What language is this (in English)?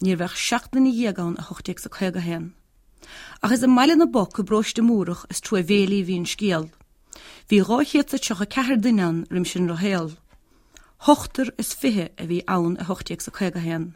Irish